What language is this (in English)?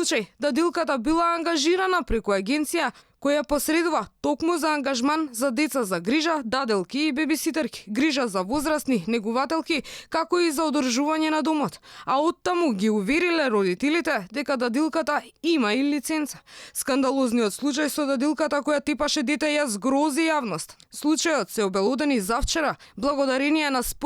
Macedonian